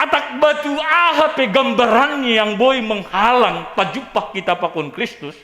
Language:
Batak Simalungun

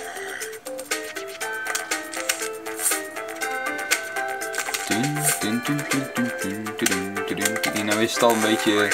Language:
Dutch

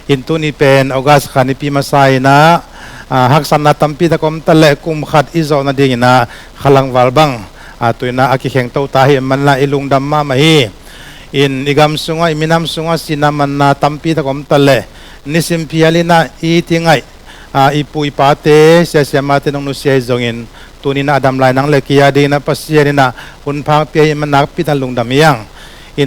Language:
Tedim Chin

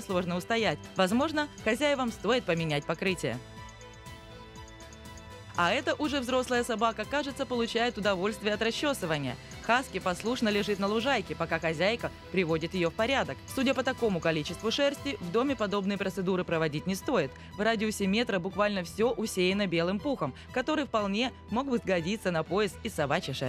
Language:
Russian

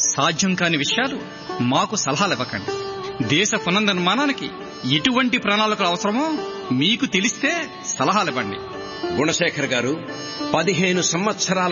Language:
Telugu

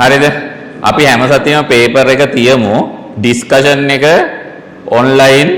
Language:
Sinhala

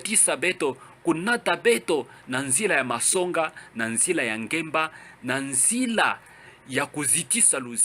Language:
Kituba (Democratic Republic of Congo)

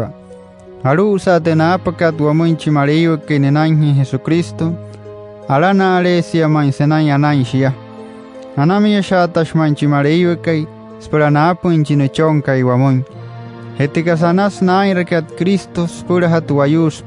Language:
Wayuu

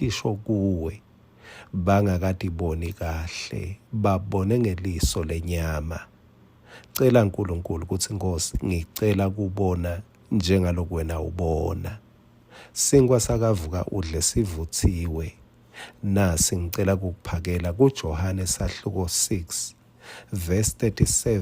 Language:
Swati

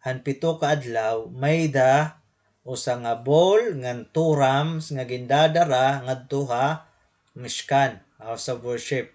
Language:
Waray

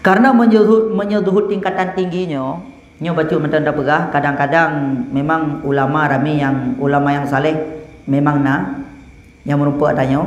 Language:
Achinese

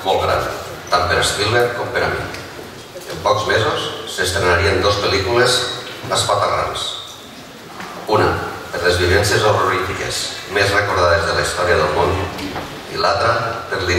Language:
Catalan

